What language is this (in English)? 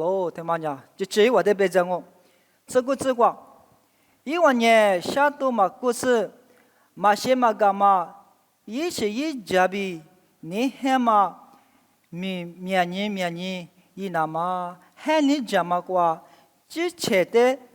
Lisu